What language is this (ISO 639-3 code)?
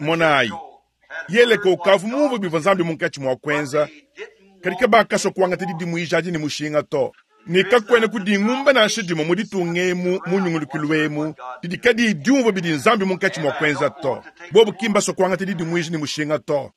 lua